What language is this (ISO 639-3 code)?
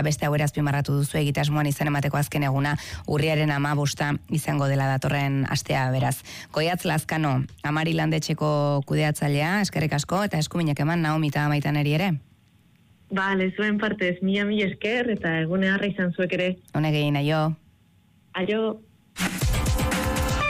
eus